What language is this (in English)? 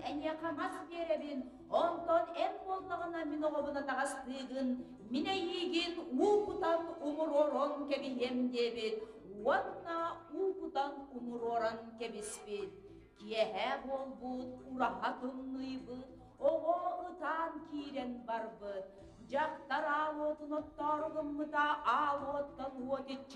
Yakut